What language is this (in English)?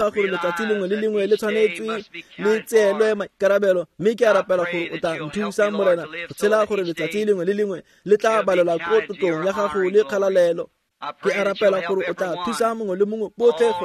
Tswana